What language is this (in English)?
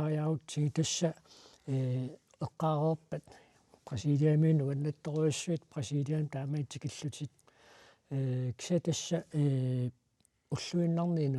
Kalaallisut